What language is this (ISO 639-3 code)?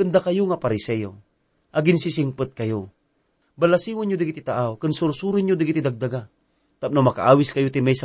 ilo